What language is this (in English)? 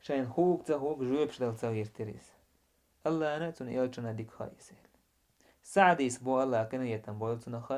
Chechen